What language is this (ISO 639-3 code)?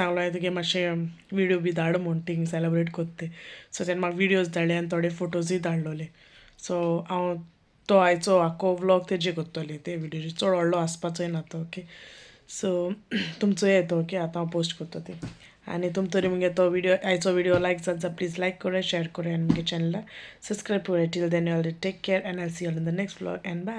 kok